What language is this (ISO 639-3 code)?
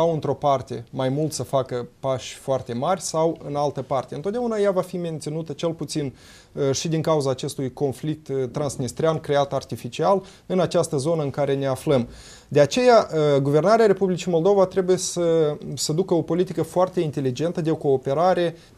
ron